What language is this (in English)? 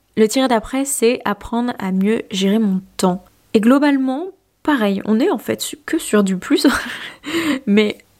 French